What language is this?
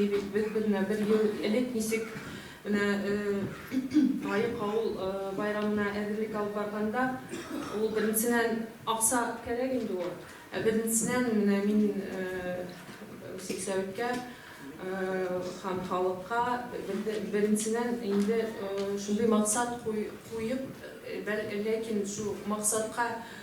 Bashkir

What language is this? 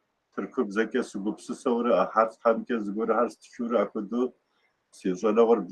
Kabardian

